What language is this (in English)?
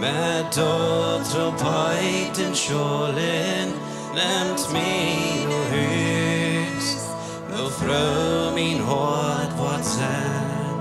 Plautdietsch